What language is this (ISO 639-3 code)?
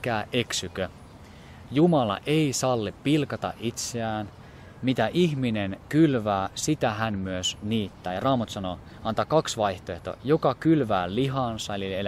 fin